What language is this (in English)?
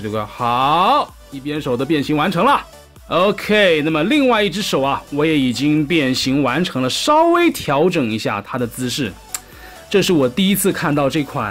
Chinese